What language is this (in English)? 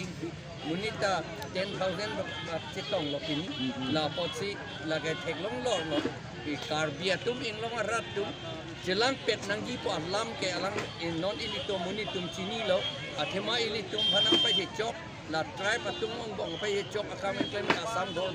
Karbi